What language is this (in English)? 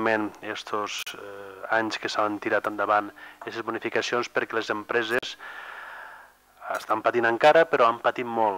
Catalan